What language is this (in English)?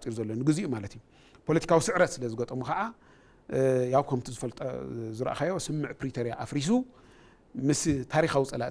Tigrinya